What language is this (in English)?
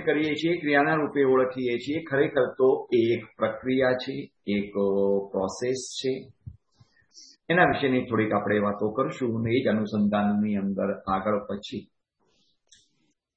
Gujarati